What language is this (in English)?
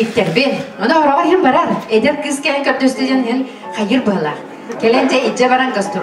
Yakut